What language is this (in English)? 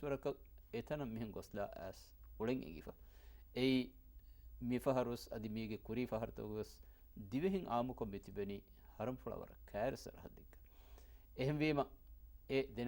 Divehi